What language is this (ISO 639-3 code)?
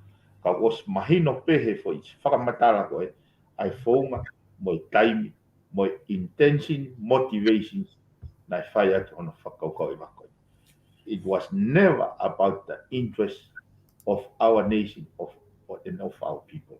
ton